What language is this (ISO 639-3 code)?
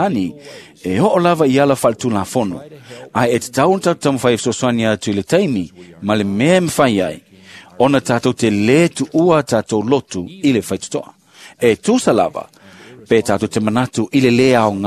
smo